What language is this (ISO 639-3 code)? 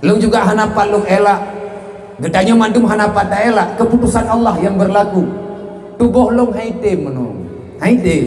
ace